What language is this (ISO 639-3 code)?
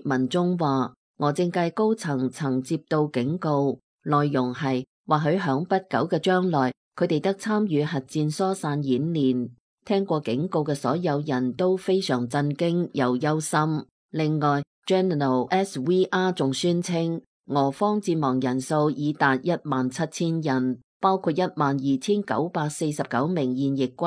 yue